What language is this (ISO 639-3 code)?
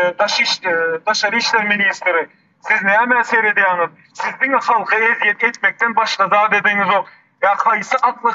tuk